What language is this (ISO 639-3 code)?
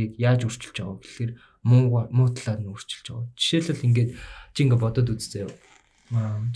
mon